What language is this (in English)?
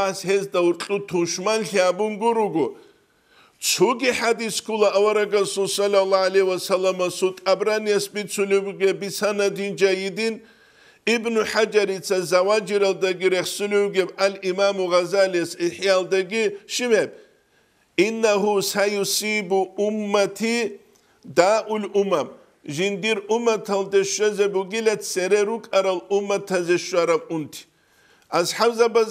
Avaric